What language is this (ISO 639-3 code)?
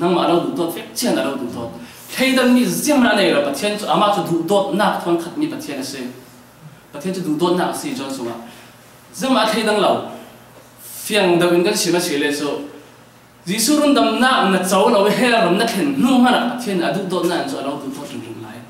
cfm